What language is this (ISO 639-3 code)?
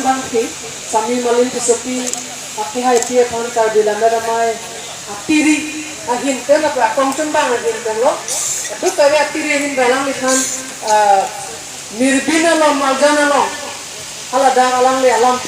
mjw